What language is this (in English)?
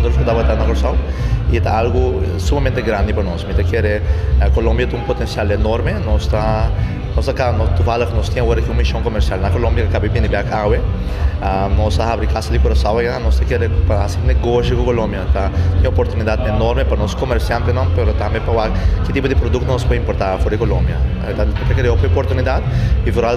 Papiamento